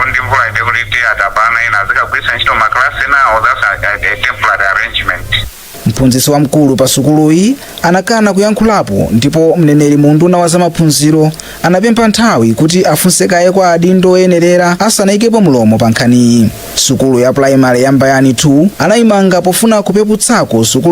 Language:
Nyanja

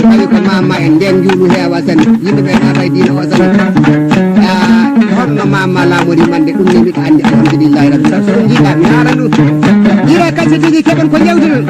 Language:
Fula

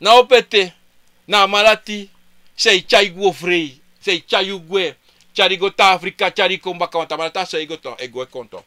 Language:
Sranan Tongo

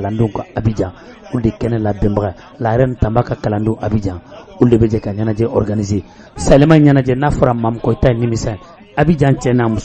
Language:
Bambara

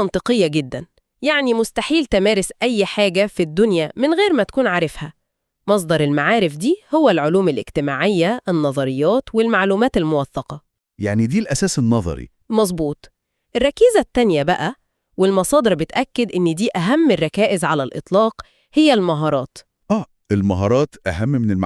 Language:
Egyptian Arabic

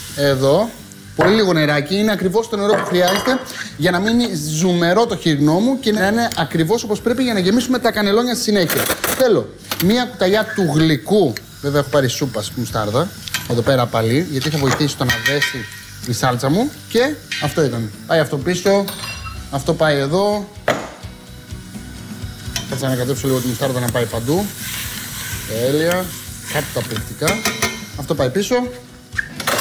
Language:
Greek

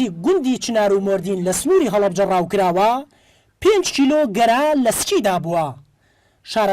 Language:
Central Kurdish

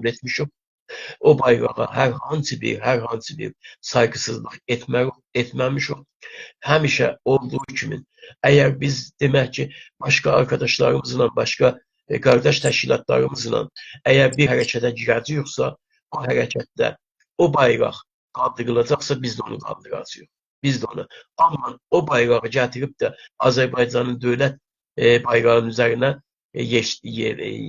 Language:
South Azerbaijani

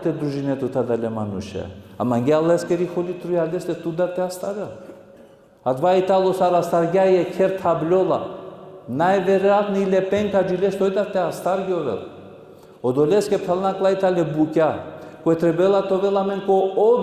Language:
Balkan Romani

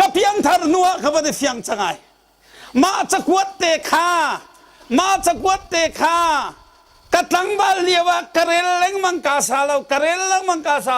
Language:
Hakha Chin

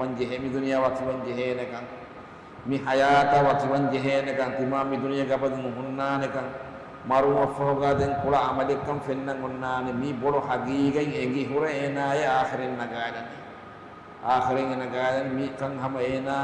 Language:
Divehi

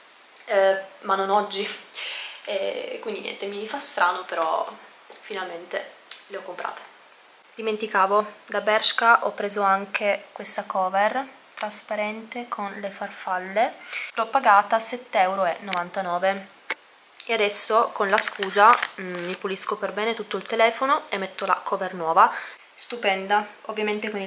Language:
Italian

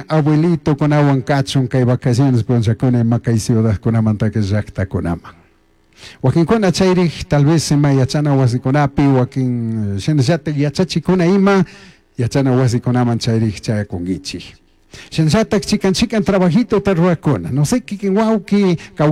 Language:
Chimborazo Highland Quichua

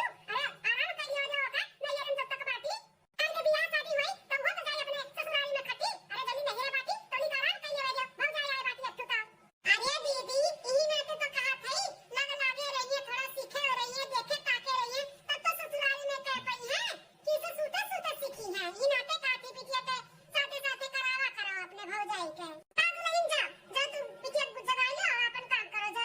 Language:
Awadhi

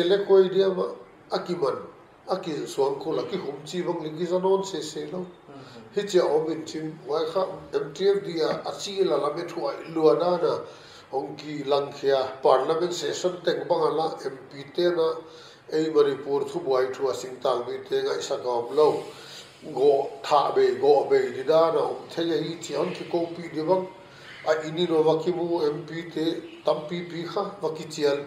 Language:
Paite Chin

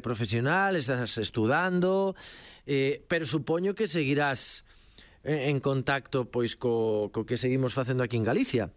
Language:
Galician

